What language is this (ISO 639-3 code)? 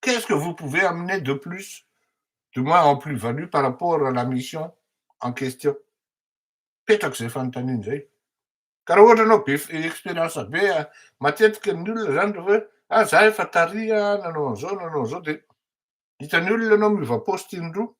mlg